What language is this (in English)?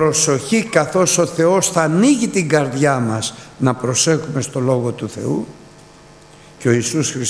Greek